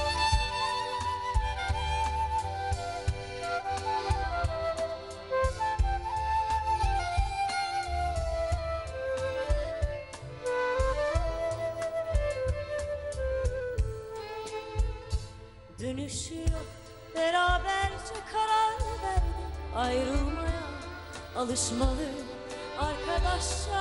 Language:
Turkish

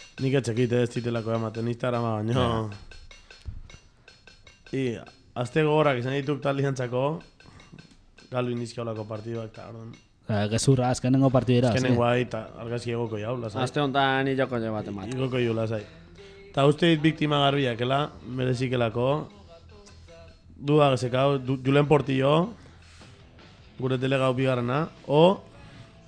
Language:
Basque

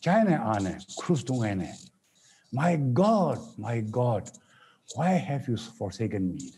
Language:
Tangkhul Naga (India)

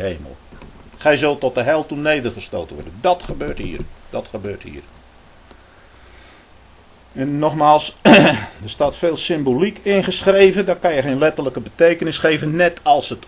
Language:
Dutch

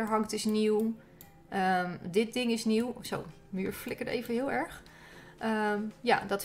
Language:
Dutch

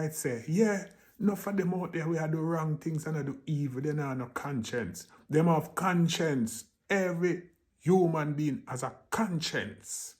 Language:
Jamaican Creole English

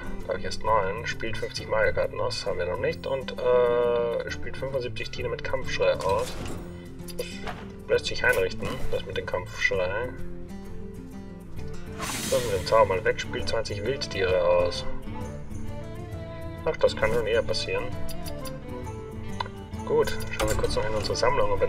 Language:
German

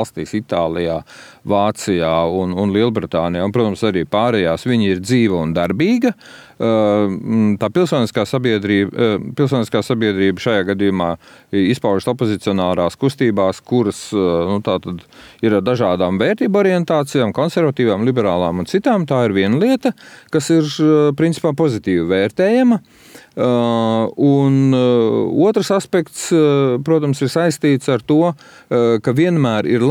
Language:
Latvian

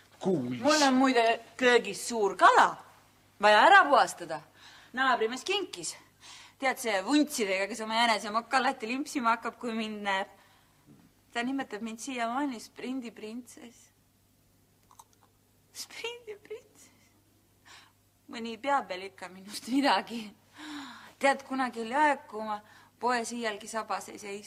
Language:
Estonian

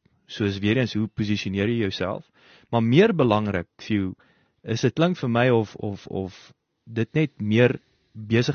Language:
Afrikaans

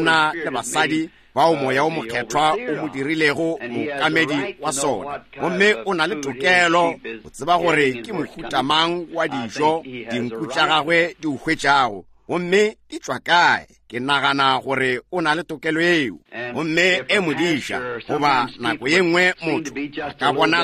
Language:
Northern Sotho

